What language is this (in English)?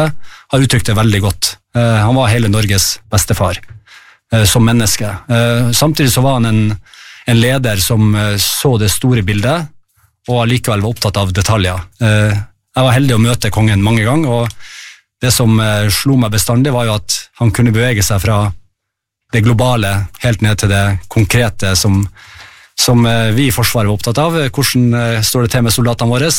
Norwegian